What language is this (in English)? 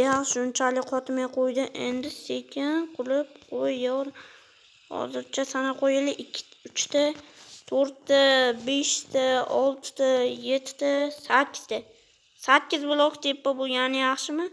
Uzbek